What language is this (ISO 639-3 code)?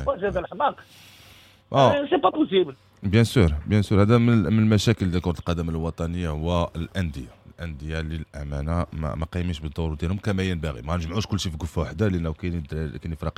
ary